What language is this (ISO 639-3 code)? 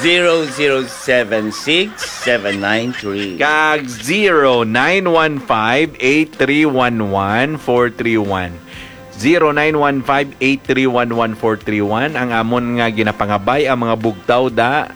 hil